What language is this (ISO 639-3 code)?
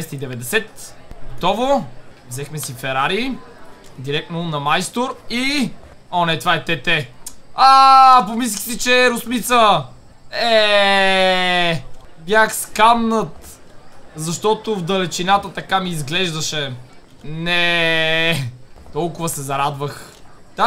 bul